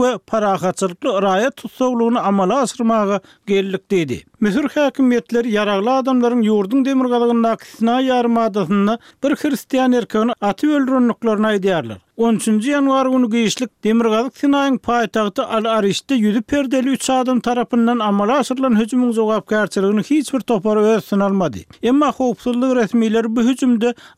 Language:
Turkmen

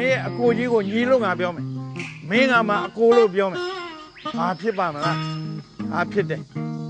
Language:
Burmese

